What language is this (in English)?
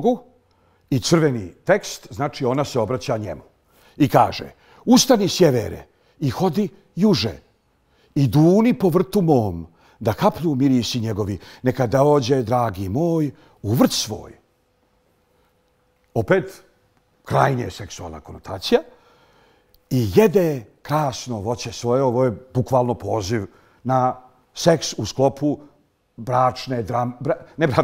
Bosnian